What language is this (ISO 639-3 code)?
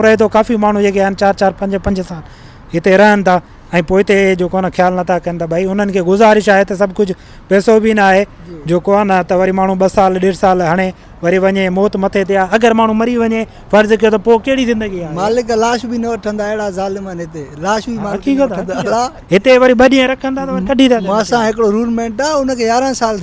snd